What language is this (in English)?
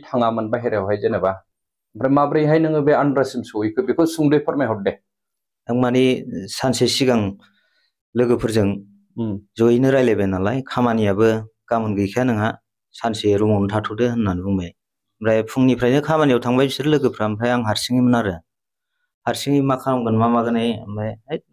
Bodo